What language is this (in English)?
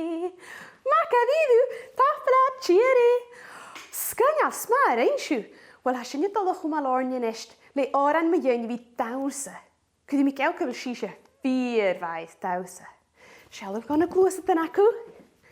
Scottish Gaelic